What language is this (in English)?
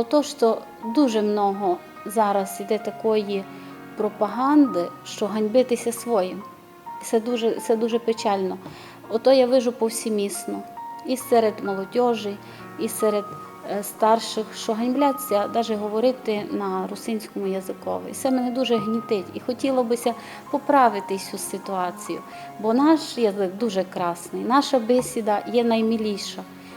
Rusyn